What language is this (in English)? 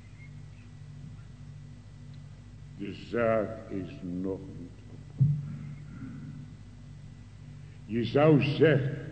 Dutch